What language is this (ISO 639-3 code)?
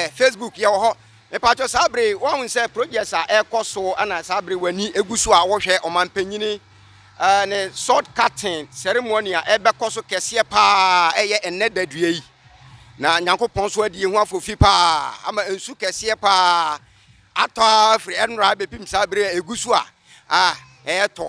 aka